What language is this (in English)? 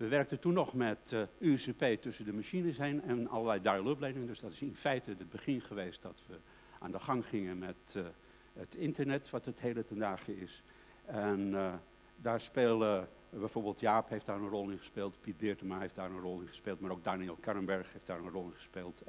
Dutch